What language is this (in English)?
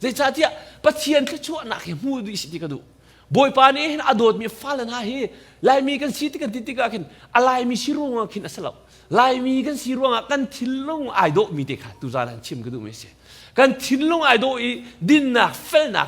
Hakha Chin